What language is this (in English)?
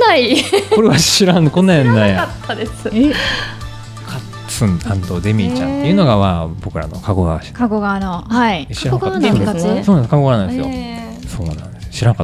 Japanese